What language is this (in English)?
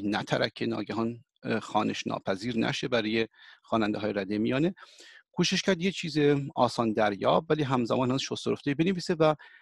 Persian